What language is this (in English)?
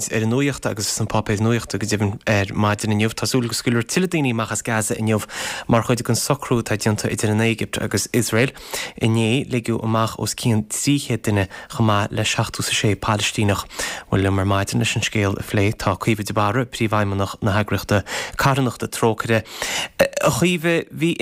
Irish